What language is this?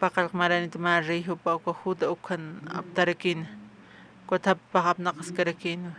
Aymara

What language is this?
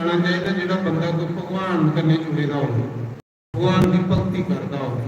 Dogri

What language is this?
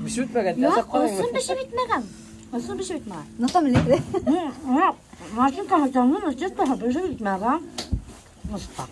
Bashkir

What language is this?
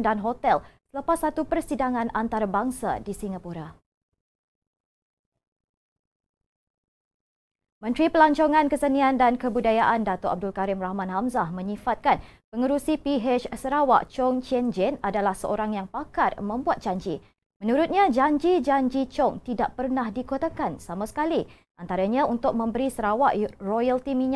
Malay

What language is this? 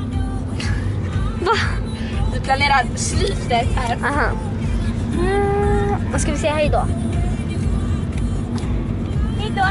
Swedish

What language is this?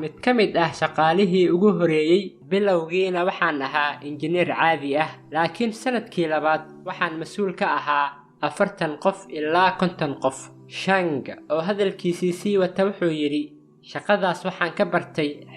Somali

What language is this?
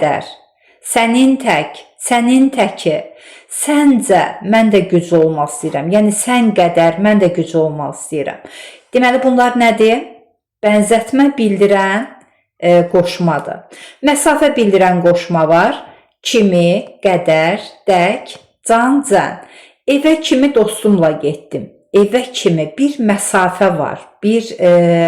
Azerbaijani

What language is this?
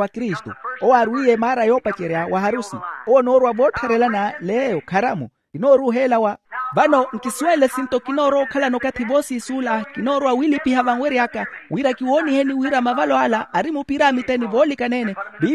Makhuwa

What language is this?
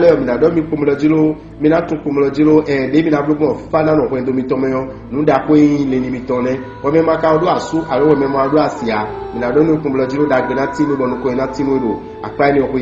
Fon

